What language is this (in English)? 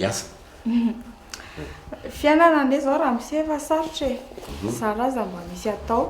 Malagasy